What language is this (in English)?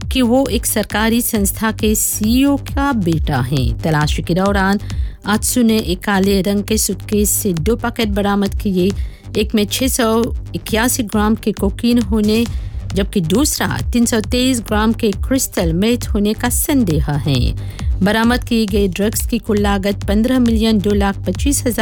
Hindi